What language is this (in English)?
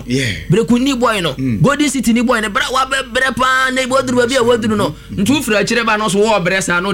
Akan